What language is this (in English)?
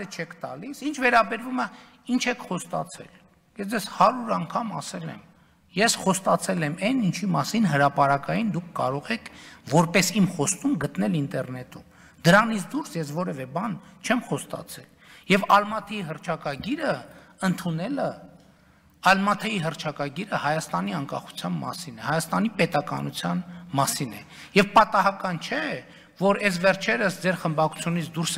Armenian